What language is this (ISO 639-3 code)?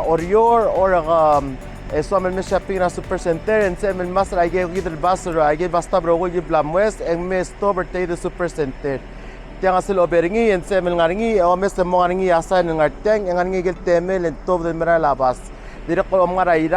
pau